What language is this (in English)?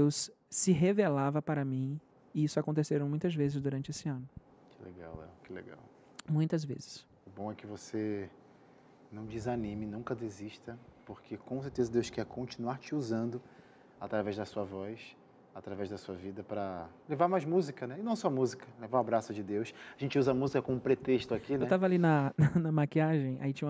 Portuguese